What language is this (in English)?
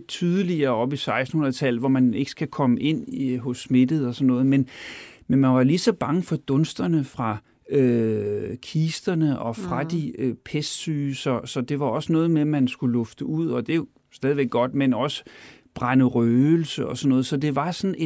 Danish